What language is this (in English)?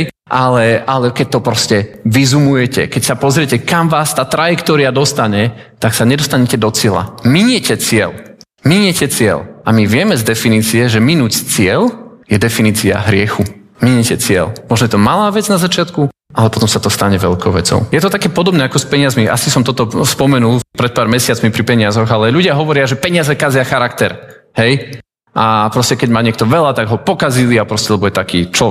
Slovak